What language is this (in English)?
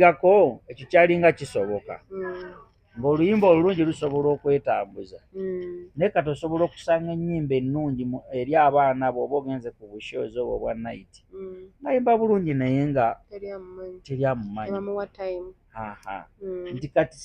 Ganda